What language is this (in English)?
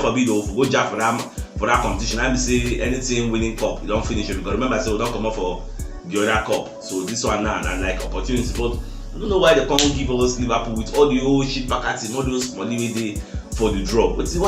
Nigerian Pidgin